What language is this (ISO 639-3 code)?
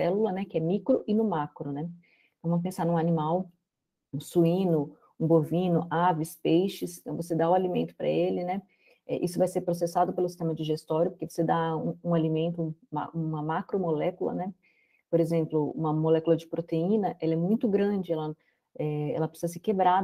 por